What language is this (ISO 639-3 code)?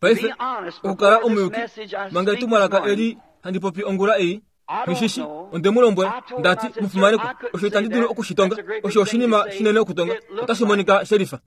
kua